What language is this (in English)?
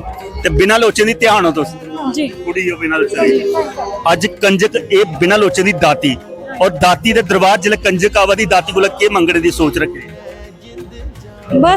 Dogri